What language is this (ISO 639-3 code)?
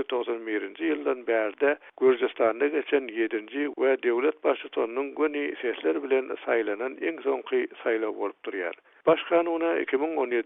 tuk